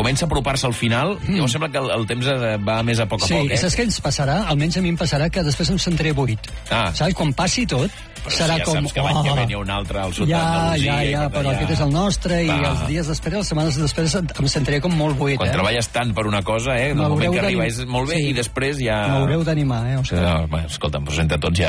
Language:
Catalan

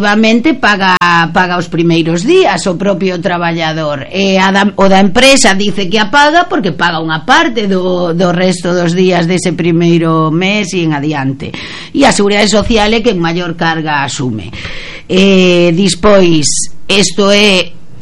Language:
Galician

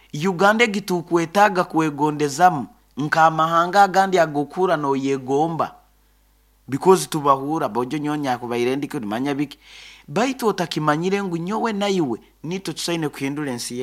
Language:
Nyoro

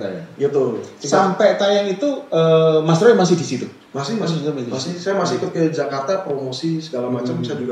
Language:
Indonesian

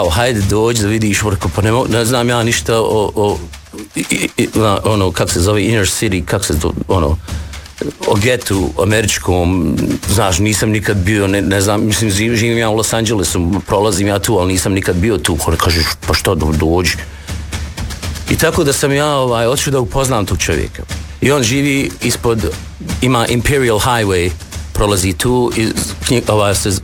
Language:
Bosnian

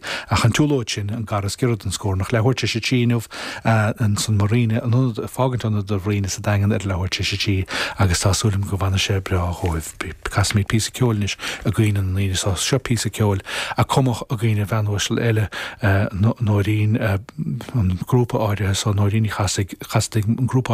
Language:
Irish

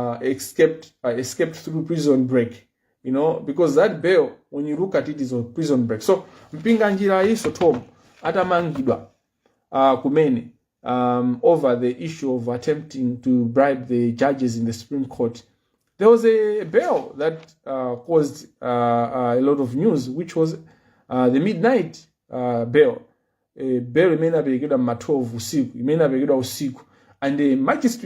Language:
Nyanja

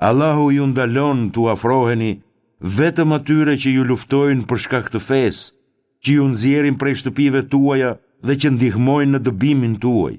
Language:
Albanian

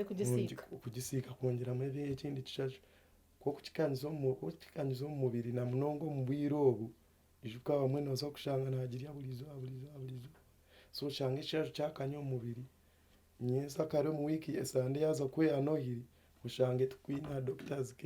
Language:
Nyankole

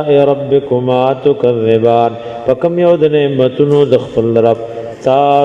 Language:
Pashto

